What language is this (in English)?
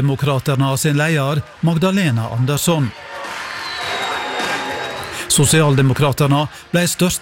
Norwegian